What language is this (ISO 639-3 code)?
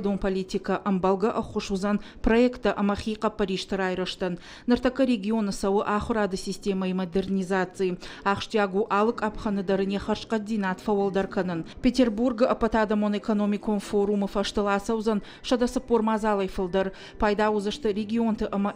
oss